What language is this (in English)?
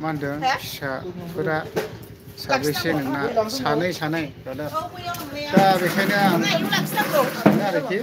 Bodo